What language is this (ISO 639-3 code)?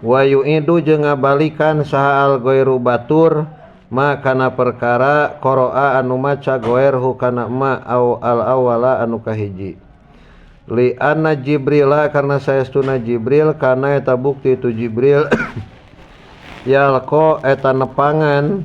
sun